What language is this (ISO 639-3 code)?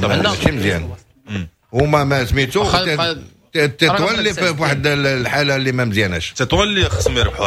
ary